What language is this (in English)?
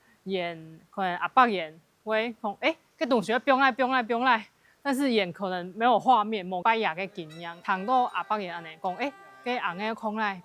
Hakka Chinese